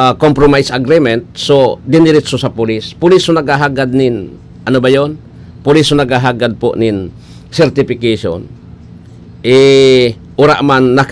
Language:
Bikol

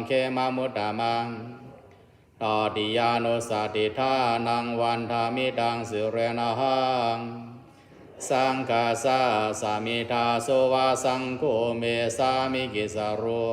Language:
Pali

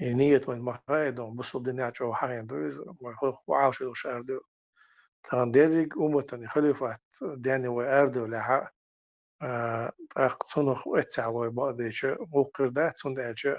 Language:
Chechen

